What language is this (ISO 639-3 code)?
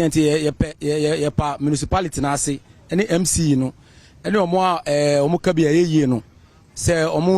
aka